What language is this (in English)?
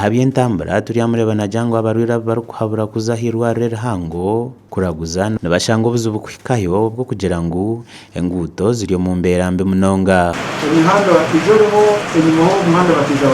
Nyankole